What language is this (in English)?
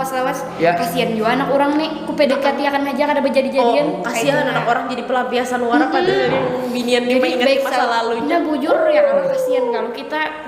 Banjar